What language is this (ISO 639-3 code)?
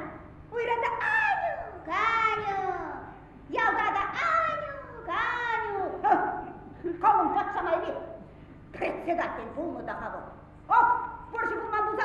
chv